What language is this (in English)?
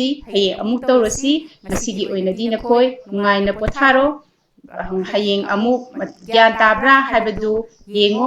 Manipuri